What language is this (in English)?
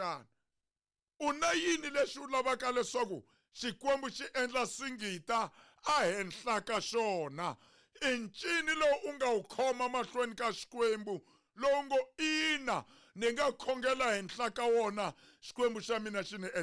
Tsonga